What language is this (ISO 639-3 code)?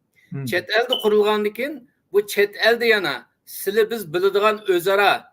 uig